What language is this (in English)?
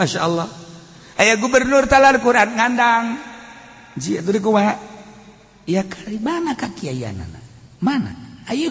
Sundanese